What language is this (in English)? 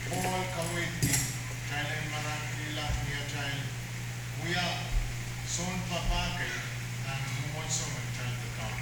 Pohnpeian